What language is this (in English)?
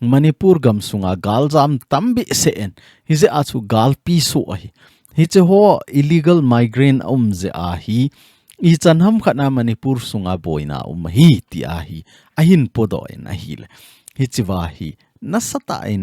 Thado Chin